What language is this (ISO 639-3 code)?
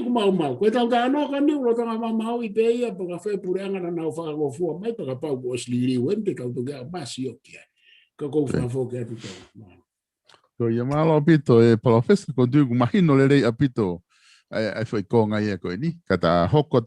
ton